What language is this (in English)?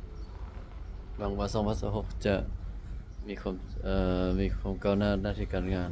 Lao